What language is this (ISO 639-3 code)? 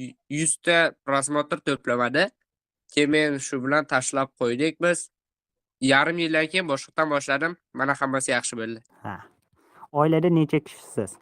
uzb